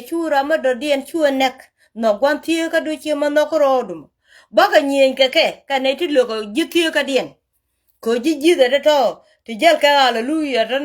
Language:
Nuer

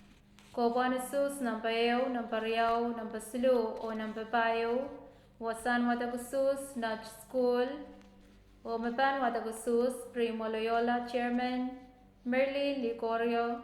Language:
Pohnpeian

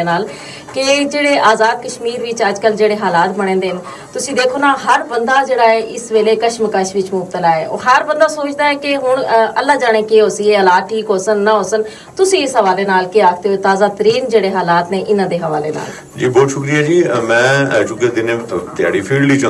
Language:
Gujari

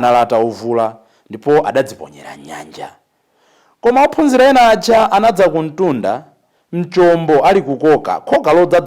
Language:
Nyanja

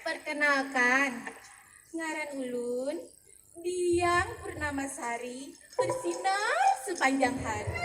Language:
Banjar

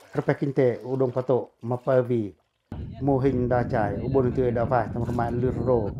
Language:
Pacoh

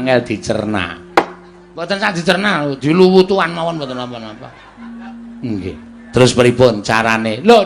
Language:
Javanese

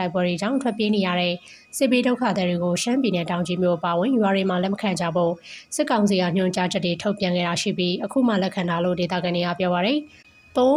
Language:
Burmese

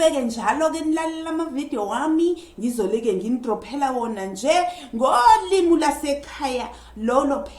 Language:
Zulu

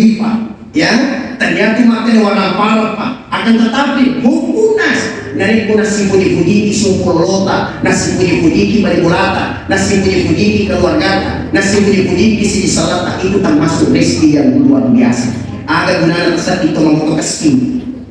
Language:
Buginese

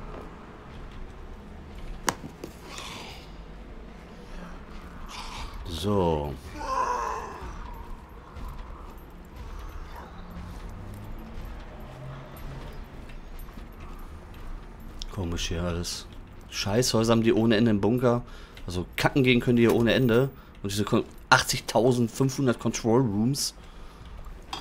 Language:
German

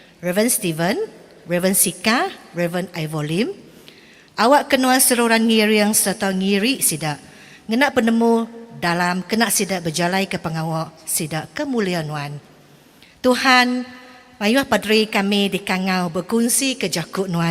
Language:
Iban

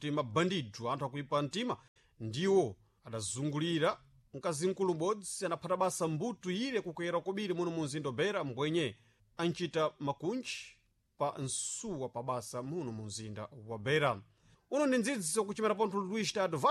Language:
Sena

